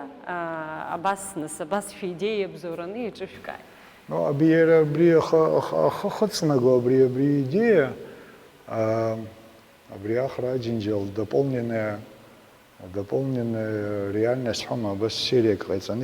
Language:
Abkhazian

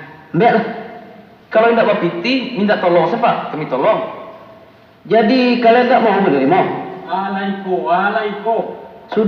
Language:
Minangkabau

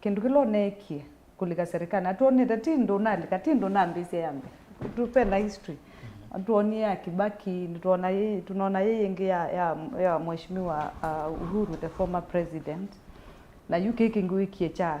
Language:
Kamba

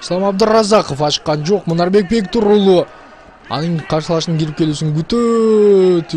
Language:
Kyrgyz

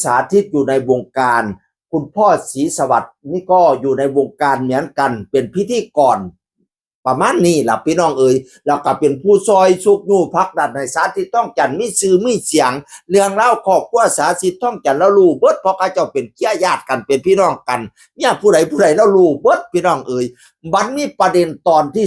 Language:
Northeastern Thai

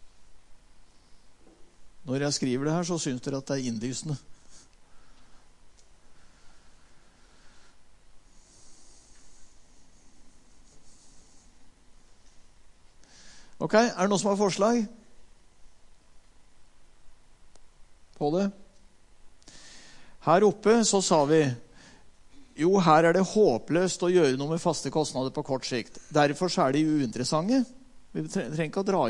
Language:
Norwegian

